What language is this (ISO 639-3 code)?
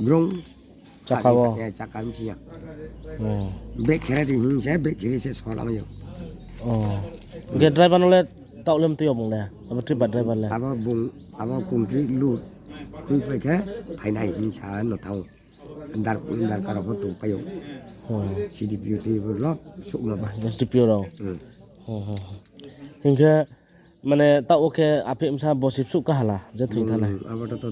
ria